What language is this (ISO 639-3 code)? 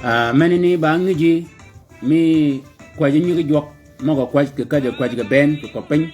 shk